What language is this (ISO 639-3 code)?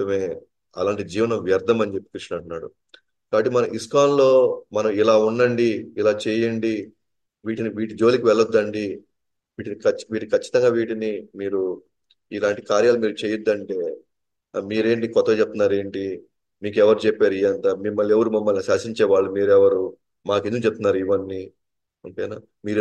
tel